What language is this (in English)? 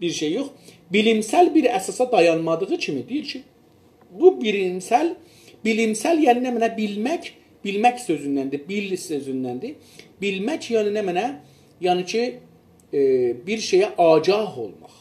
South Azerbaijani